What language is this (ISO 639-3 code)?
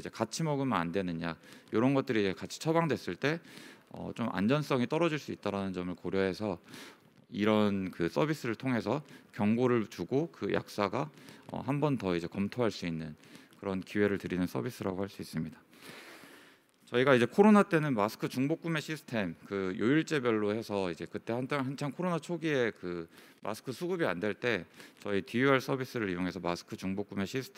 kor